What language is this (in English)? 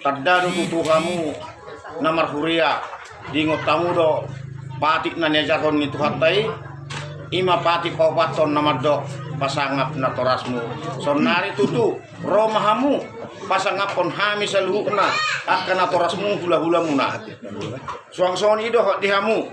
Batak Toba